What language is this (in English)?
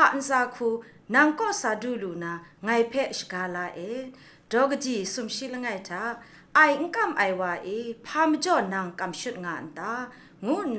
Kachin